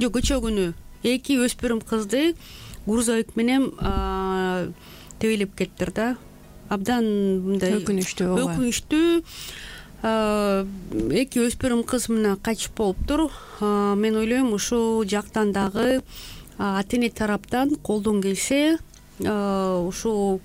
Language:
Kyrgyz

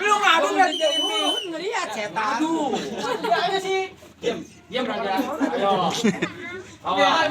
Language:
Betawi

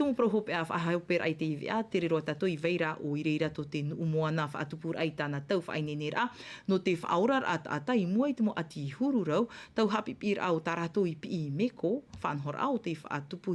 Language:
Tahitian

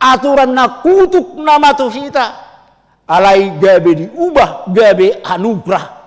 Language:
Batak Toba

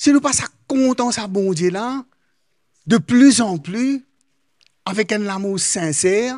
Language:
Morisyen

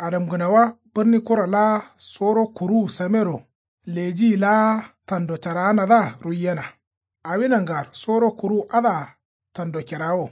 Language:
Kanuri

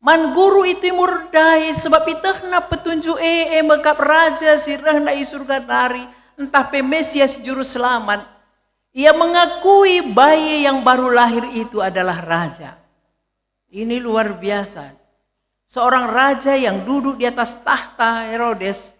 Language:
Batak Karo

